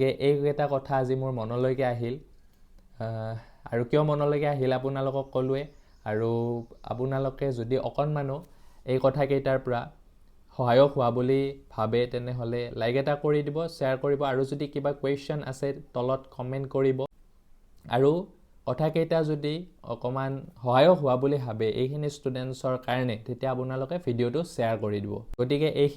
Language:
Assamese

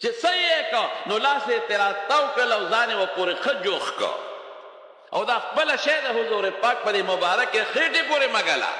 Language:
Pashto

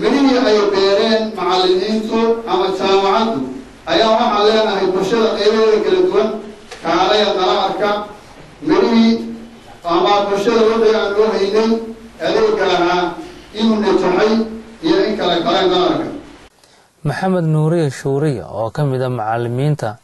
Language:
Somali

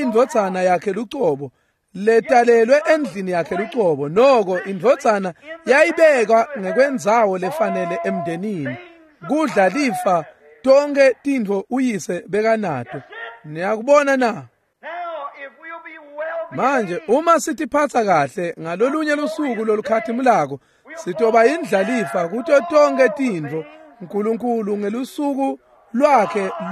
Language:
Swati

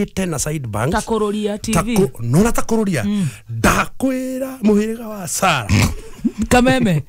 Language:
Kikuyu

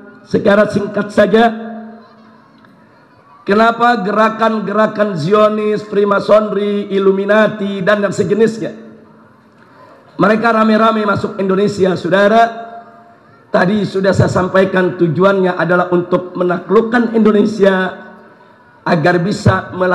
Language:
Indonesian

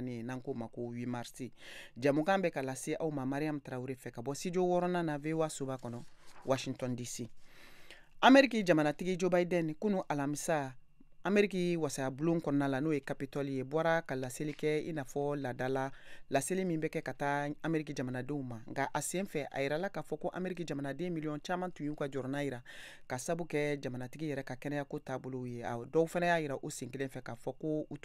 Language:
Bambara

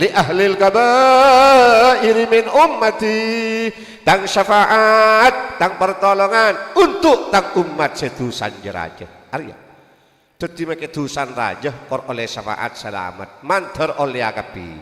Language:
Madurese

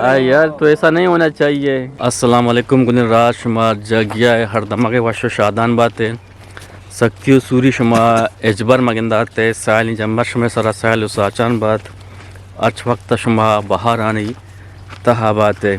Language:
Eastern Balochi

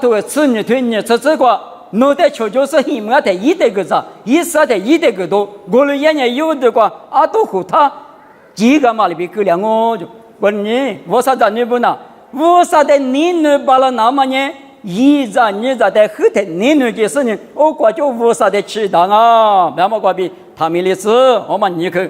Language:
Lisu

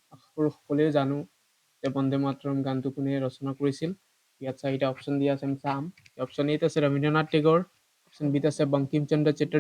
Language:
Assamese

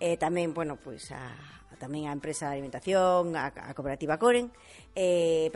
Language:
Galician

